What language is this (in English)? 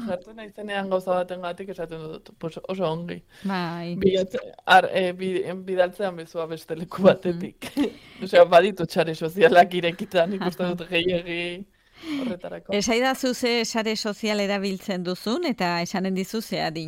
Basque